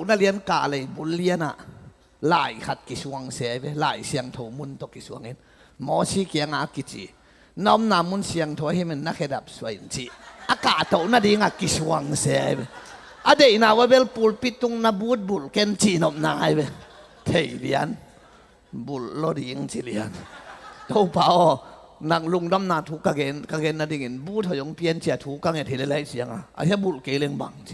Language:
Tedim Chin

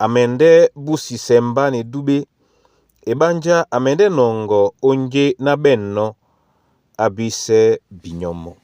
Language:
Duala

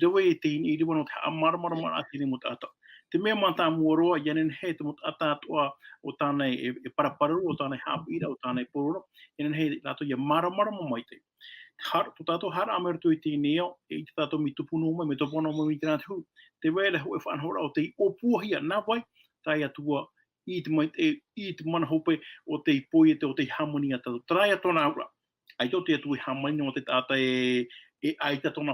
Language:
Tahitian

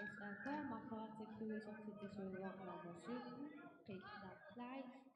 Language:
Kalaallisut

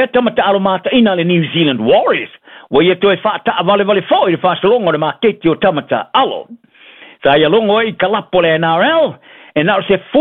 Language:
Samoan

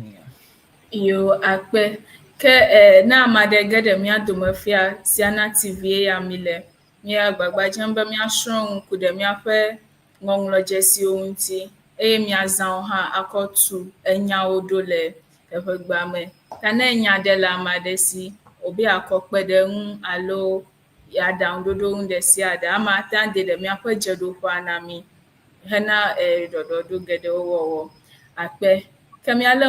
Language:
Ewe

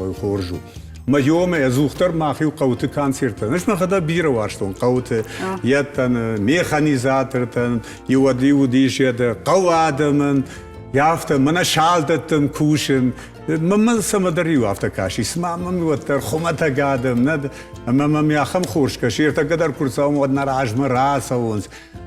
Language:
Ossetic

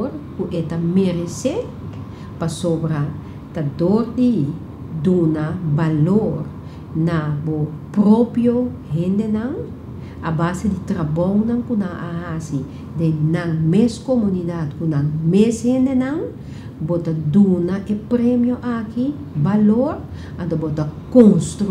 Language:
Papiamento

